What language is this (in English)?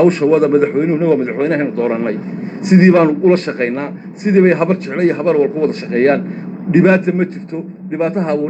Somali